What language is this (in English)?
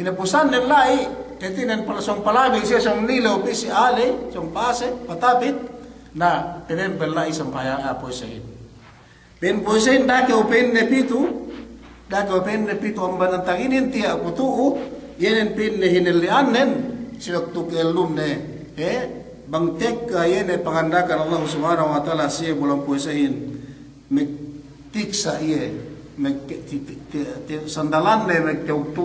Yakan